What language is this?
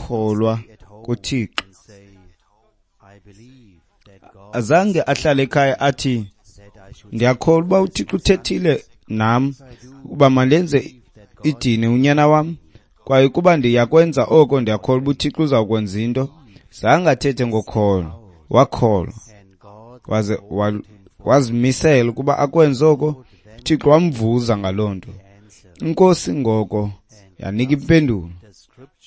Xhosa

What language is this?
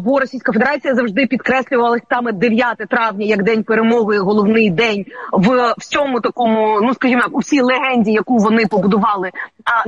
Ukrainian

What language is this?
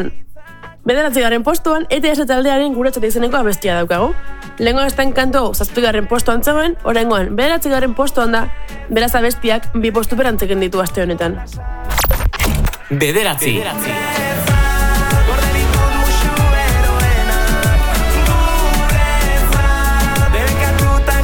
Basque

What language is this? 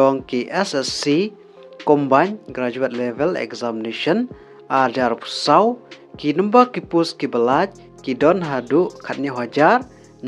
Khasi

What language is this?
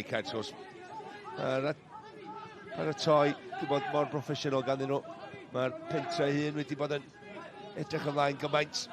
Welsh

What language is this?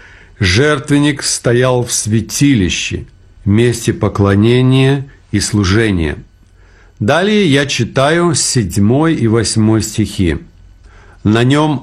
Russian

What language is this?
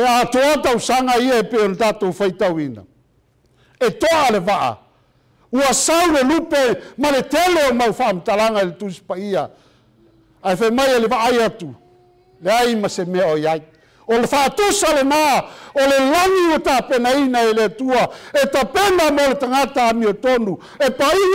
Samoan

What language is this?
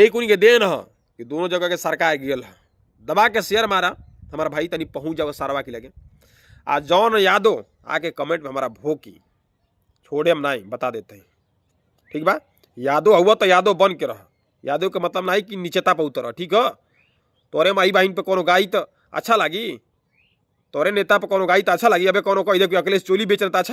Bhojpuri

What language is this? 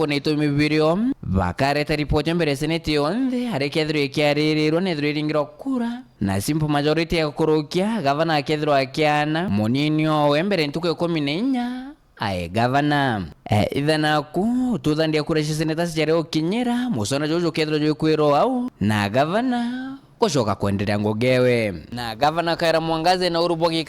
Meru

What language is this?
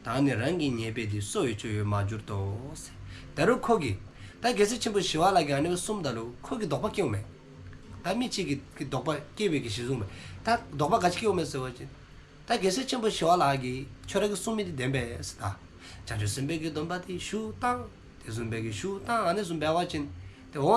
Dzongkha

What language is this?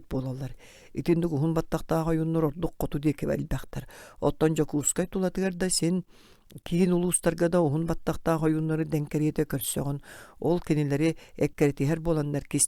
Yakut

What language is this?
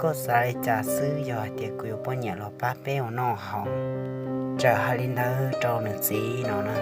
Hmong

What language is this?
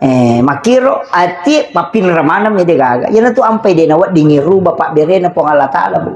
Buginese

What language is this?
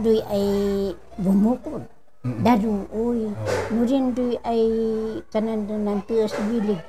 Kankanaey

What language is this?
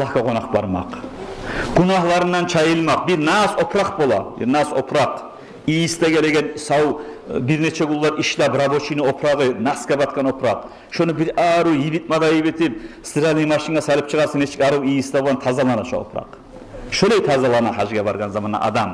Kumyk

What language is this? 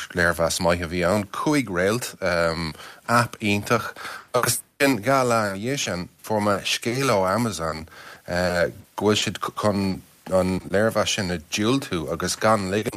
Irish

